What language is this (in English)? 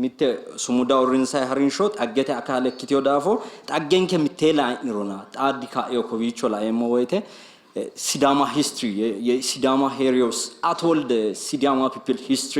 Sidamo